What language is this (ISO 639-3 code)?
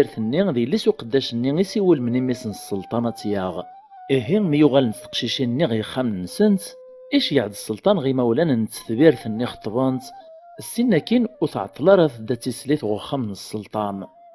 kab